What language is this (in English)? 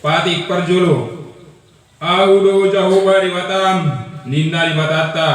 Batak Toba